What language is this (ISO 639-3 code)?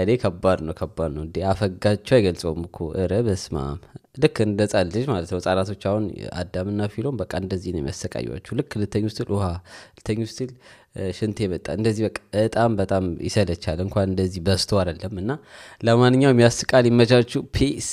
amh